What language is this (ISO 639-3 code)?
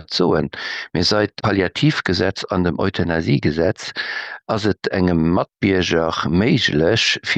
ltz